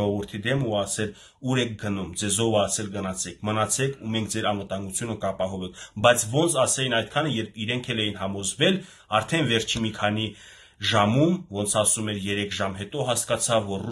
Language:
Armenian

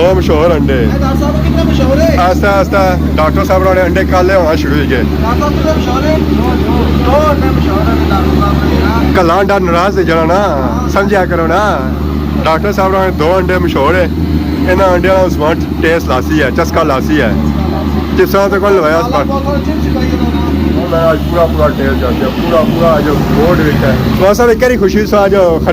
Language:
Pahari-Potwari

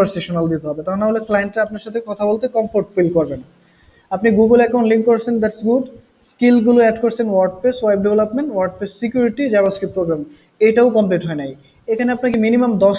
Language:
Bangla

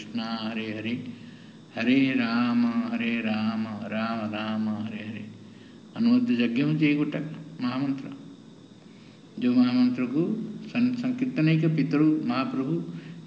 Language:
Odia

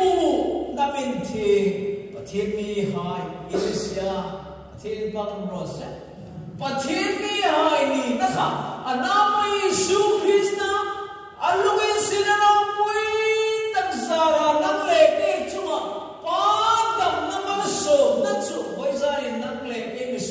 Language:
Hmar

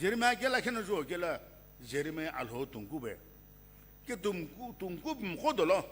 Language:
Sumi Naga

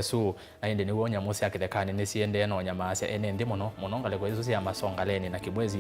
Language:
Kamba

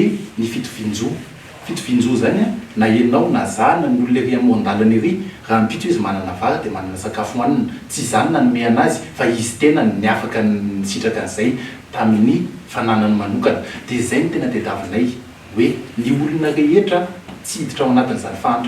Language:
Malagasy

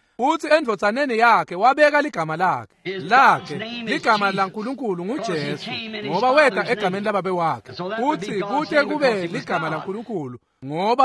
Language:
Swati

